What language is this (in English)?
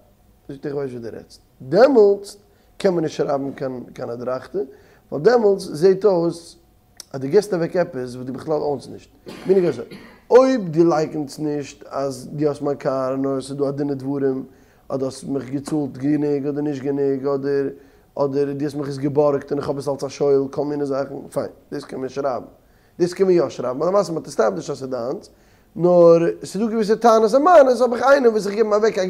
Yiddish